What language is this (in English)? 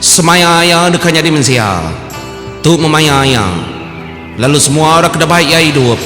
Iban